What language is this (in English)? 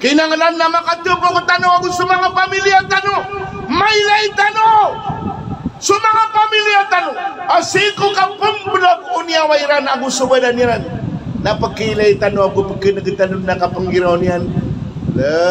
Maranao